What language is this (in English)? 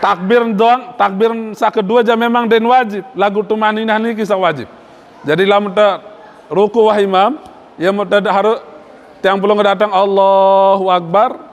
Sasak